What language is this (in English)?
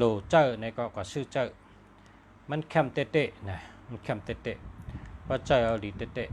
Shan